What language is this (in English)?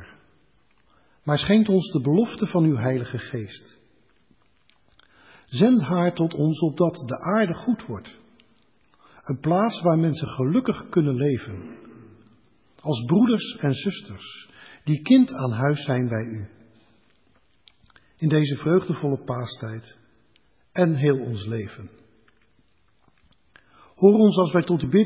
Dutch